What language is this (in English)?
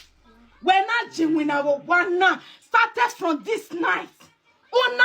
Nigerian Pidgin